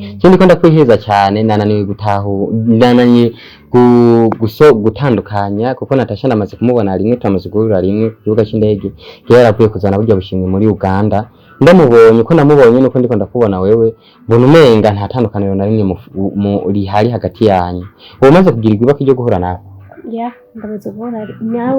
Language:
Rundi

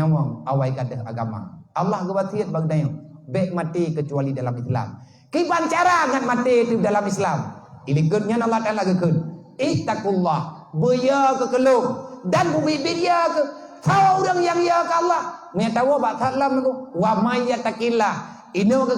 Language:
Achinese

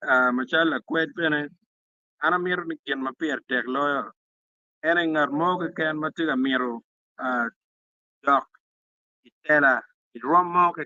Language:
Acoli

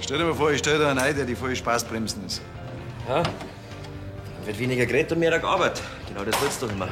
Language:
Bavarian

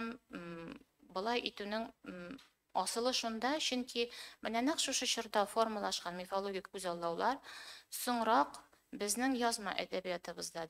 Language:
Tatar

